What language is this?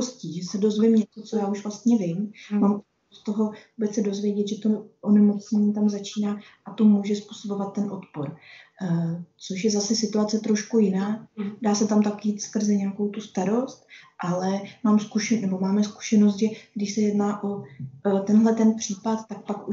Czech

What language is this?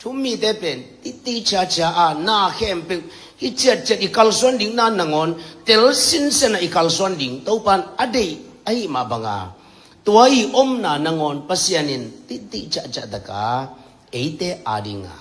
Tedim Chin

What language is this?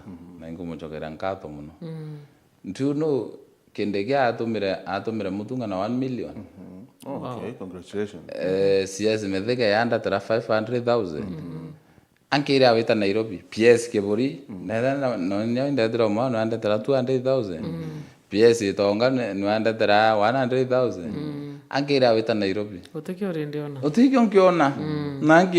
Meru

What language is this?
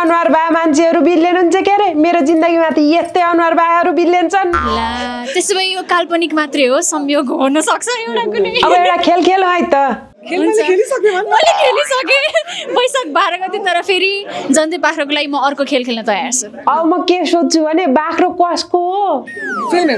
Nepali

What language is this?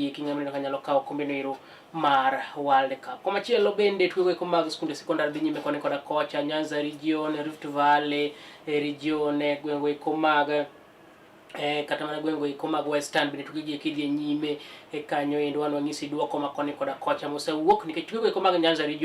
Luo (Kenya and Tanzania)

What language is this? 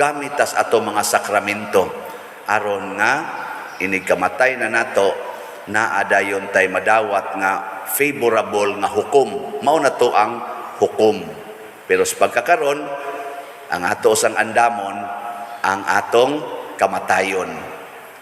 Cebuano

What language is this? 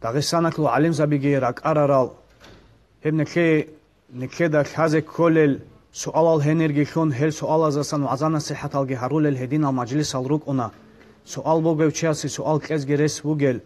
Avaric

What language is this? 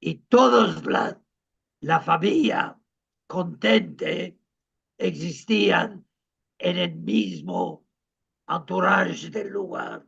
Ladino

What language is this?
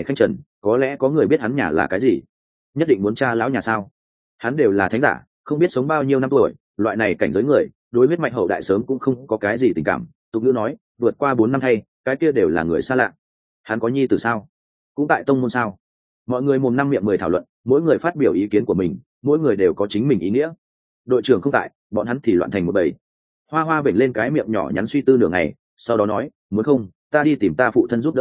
Vietnamese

